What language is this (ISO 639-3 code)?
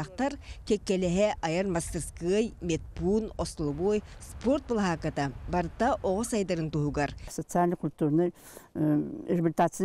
sah